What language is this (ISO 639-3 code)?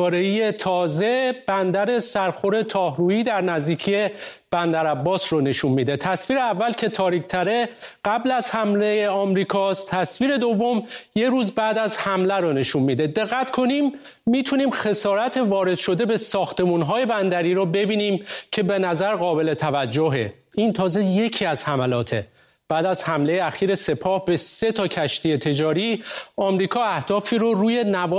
fas